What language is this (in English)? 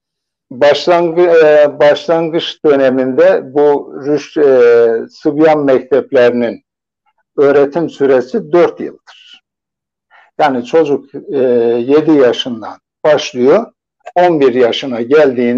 Turkish